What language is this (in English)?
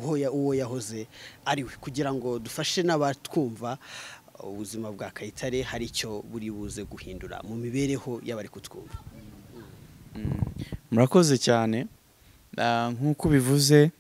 Kinyarwanda